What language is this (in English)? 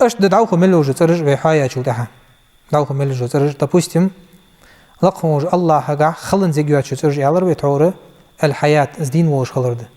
Ingush